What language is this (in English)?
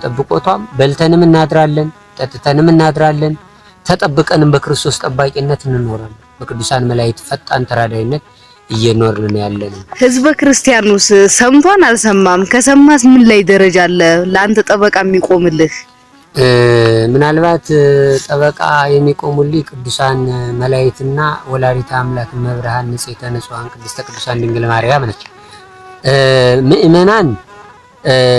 Amharic